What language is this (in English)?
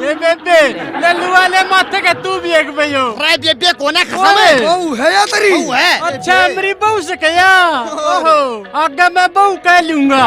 Haryanvi